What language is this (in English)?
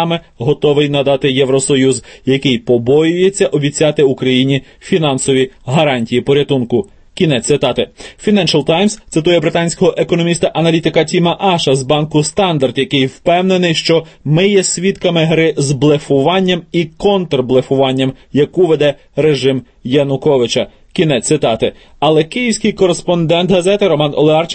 Ukrainian